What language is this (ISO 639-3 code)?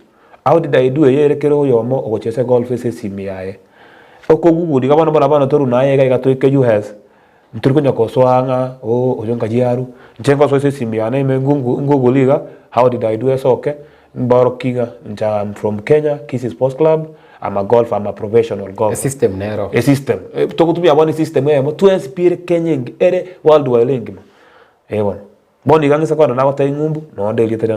guz